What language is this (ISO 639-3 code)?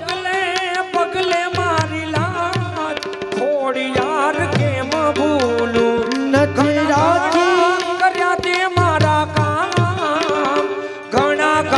guj